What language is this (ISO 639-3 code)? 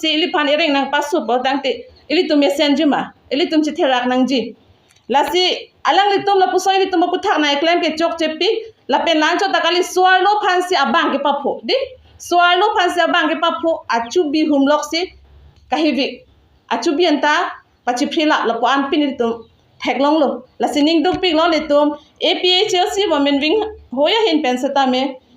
mjw